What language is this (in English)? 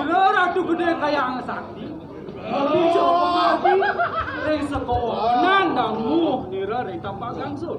Balinese